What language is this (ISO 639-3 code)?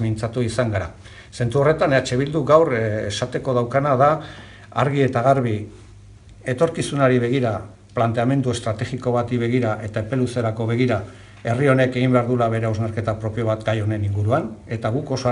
eus